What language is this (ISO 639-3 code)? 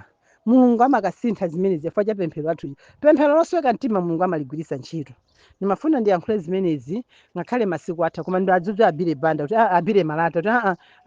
nya